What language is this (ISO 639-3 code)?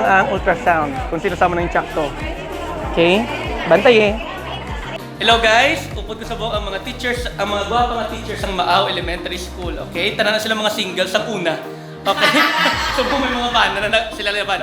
hil